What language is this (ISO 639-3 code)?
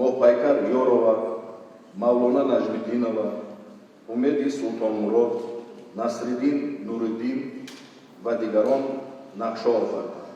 tgk